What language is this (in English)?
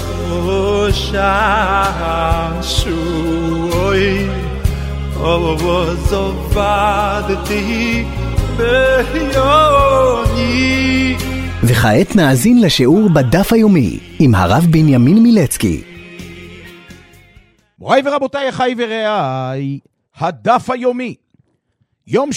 Hebrew